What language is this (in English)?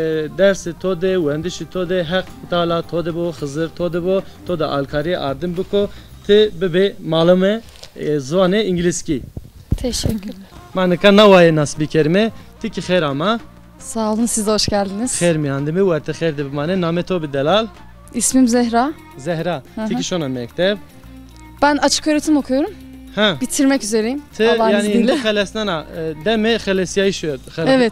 Zaza